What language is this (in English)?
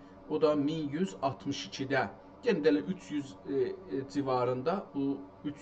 South Azerbaijani